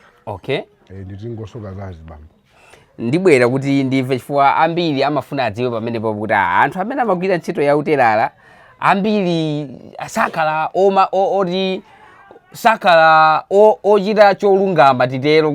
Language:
Nyanja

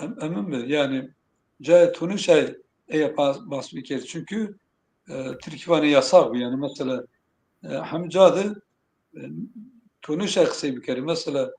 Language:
Zaza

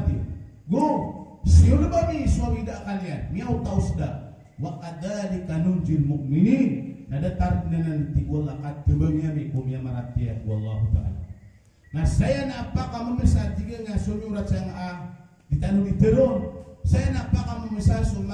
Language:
Maranao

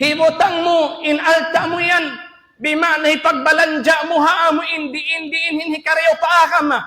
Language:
Tausug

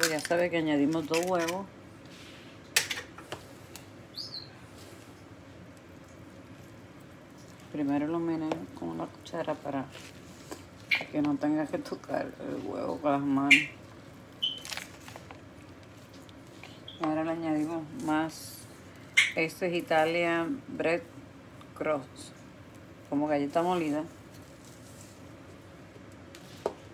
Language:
Spanish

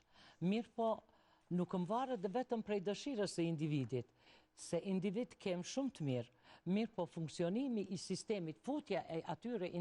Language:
Albanian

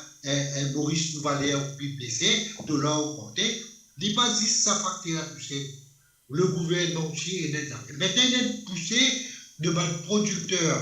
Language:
Morisyen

